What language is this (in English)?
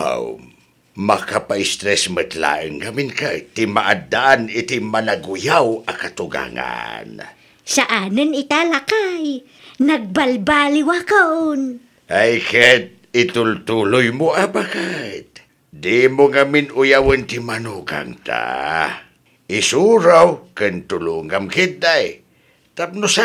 Iloko